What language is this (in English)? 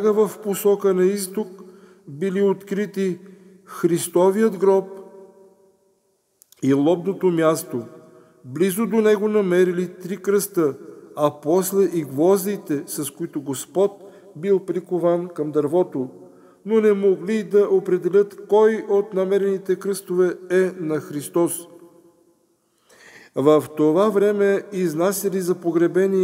Bulgarian